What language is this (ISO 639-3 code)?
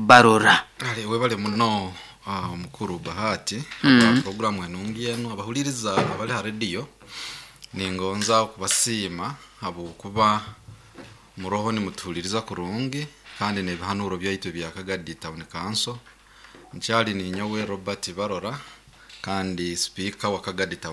nyo